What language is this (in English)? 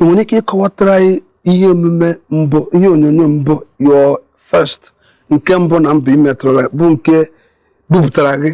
Igbo